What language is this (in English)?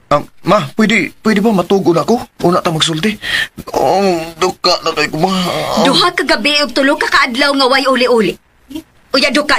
Cebuano